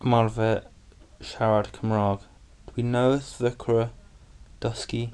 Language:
Welsh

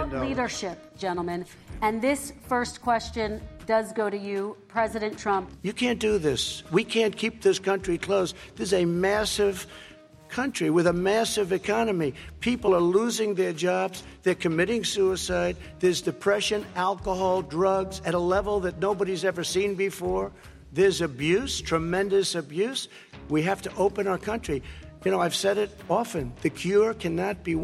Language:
English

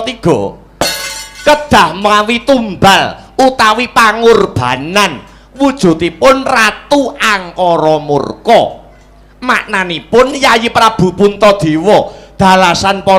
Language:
Javanese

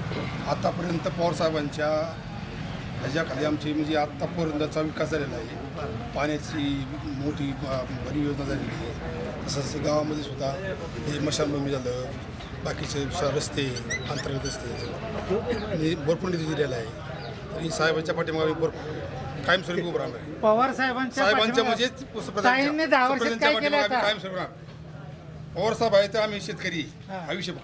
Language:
Marathi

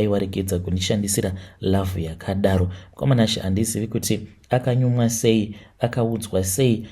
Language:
Shona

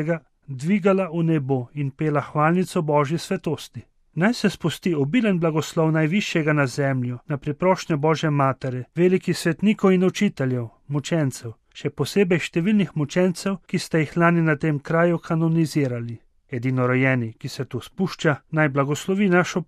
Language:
Slovenian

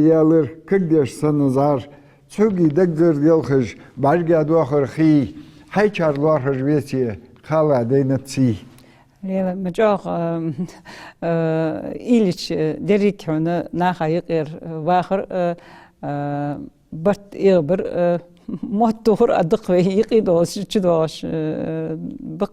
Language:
Ingush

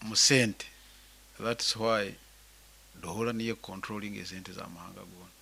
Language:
Nyankole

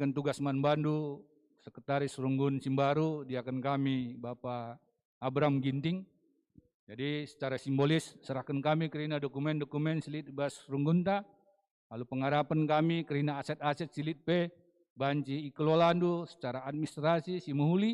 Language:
Batak Karo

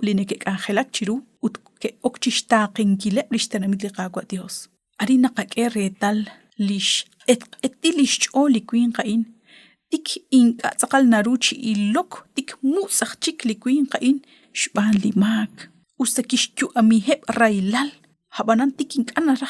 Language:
Kekchí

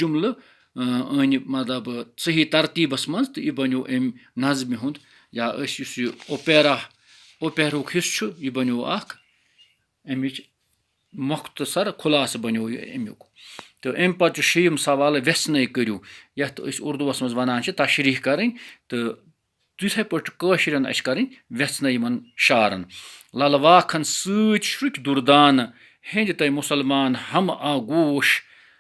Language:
Kashmiri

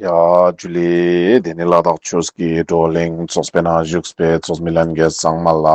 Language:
Ladakhi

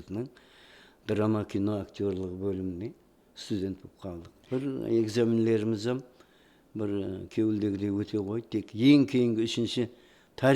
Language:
Kara-Kalpak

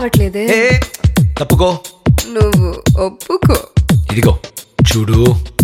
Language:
Telugu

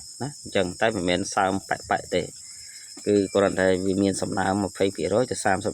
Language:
Khmer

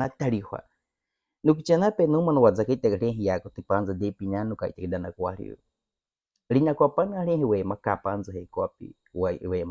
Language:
Baniwa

